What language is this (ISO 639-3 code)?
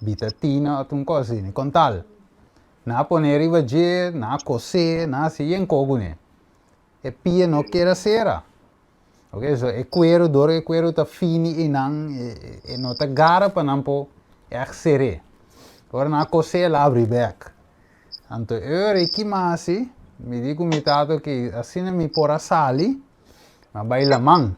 pap